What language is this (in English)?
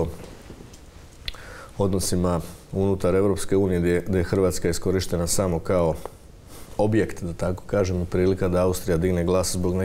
Croatian